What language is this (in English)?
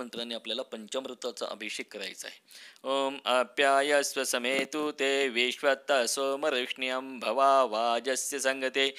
Marathi